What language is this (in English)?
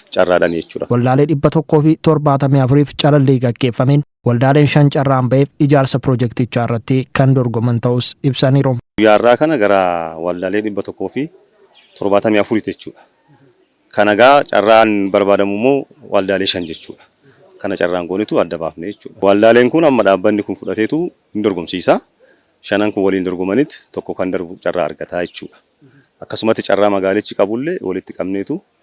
Oromo